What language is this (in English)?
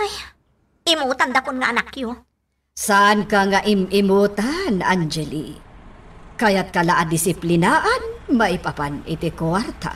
Iloko